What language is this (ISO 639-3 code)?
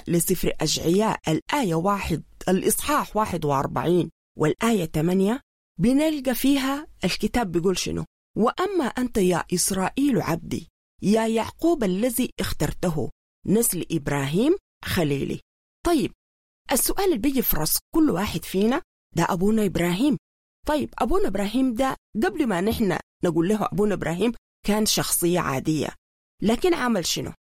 apd